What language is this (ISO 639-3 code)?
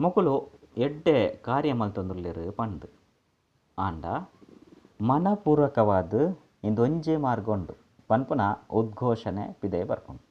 tcy